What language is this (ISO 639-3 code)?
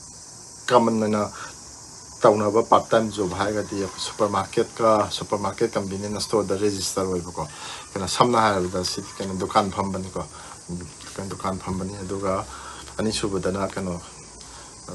mni